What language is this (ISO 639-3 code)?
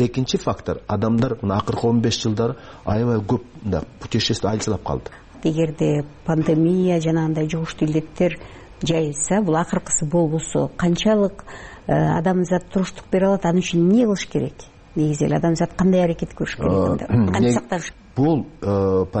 kir